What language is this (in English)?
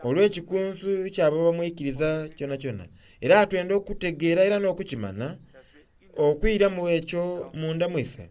Soga